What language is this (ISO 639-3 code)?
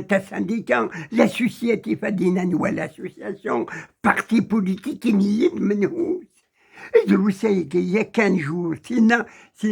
kab